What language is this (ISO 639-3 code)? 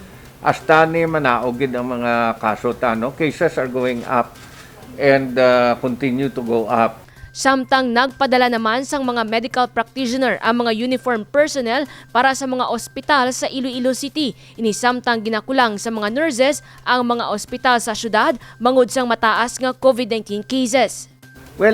hil